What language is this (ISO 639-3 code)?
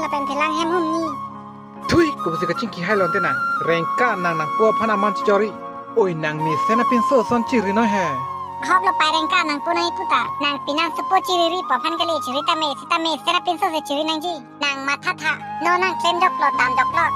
mjw